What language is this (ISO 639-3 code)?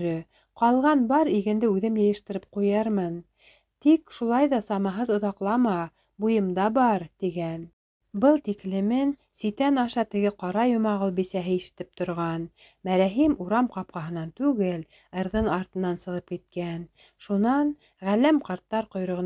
bak